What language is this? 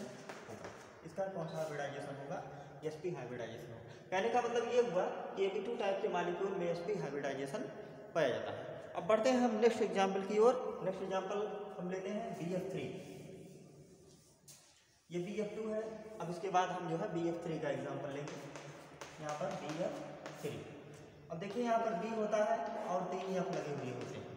Hindi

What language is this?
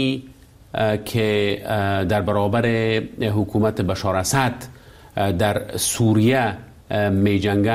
Persian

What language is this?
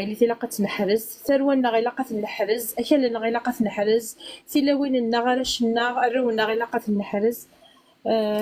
Kabyle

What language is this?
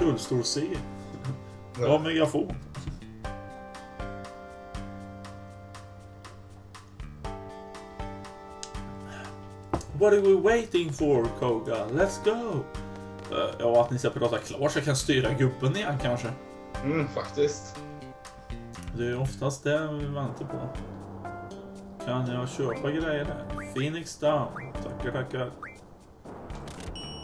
Swedish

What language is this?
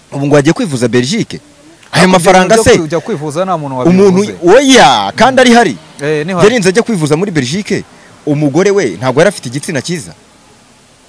Kinyarwanda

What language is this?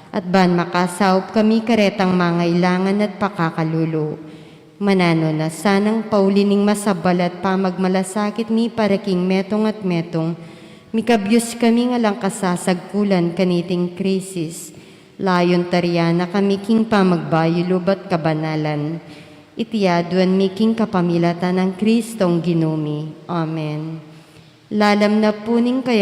Pampanga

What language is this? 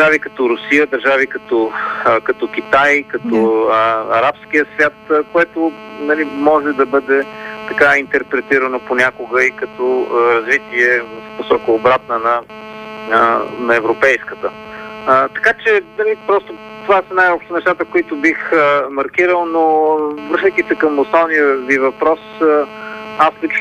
Bulgarian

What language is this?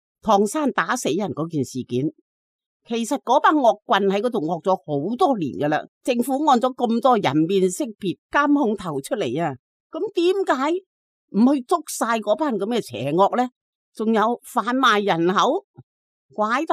Cantonese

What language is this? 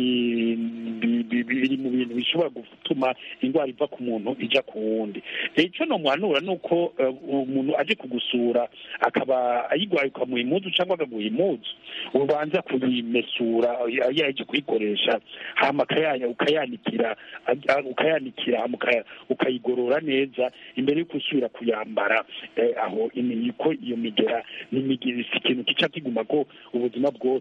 Kinyarwanda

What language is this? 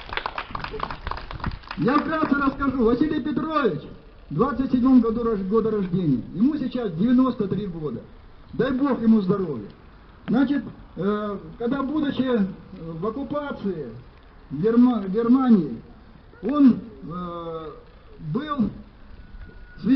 Russian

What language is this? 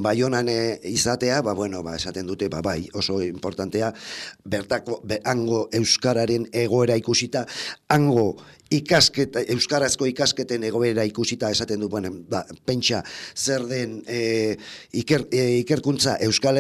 Basque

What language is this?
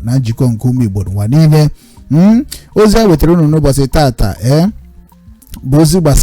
Igbo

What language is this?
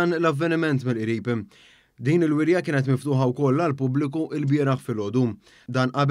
Maltese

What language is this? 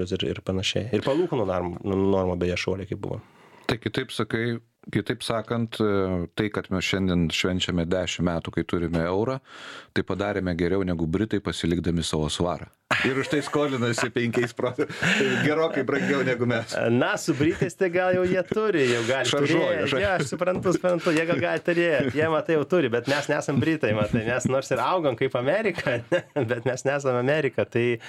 Lithuanian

